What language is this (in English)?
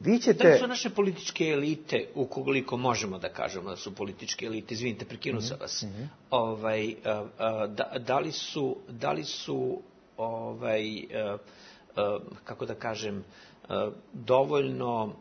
Bosnian